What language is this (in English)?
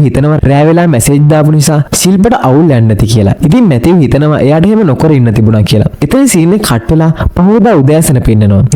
Sinhala